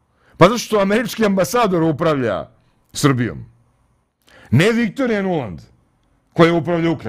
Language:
Serbian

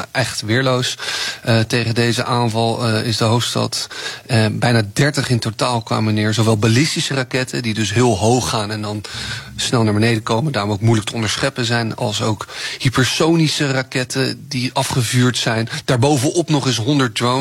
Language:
Dutch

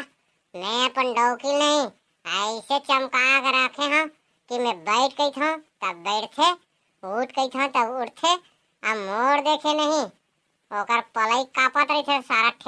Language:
Chhattisgarhi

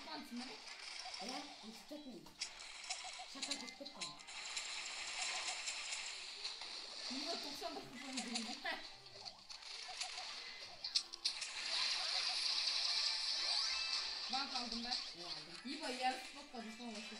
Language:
Kazakh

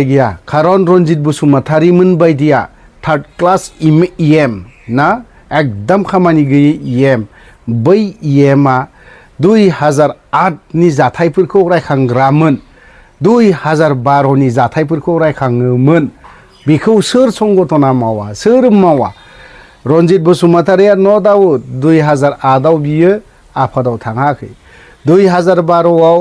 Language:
Bodo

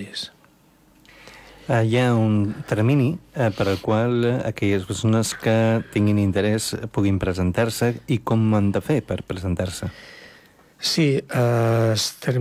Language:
Catalan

